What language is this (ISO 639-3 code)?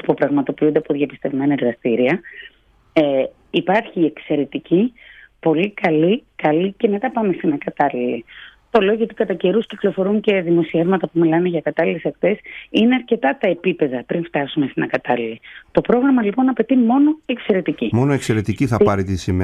ell